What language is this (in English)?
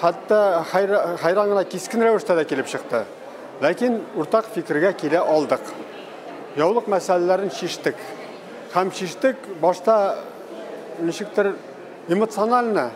Tatar